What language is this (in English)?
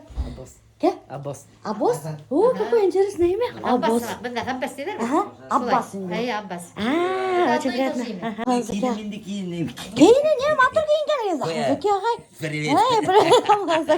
Bashkir